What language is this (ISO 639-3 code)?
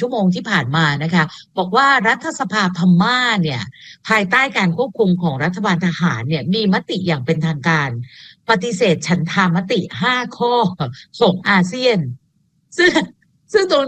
tha